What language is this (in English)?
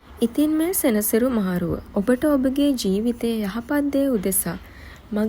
Sinhala